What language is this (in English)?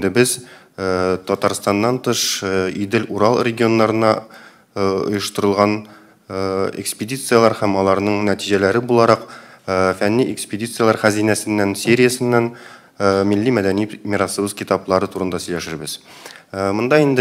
Tatar